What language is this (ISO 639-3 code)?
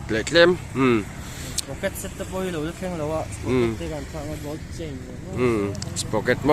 lus